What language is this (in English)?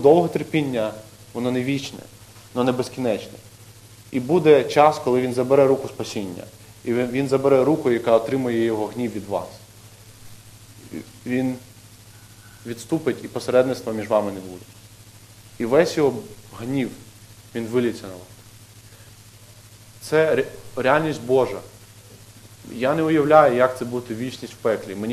Ukrainian